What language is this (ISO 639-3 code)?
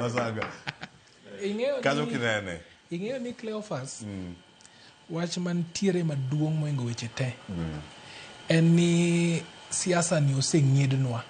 luo